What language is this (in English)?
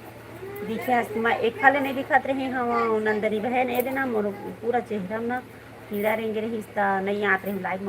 Chhattisgarhi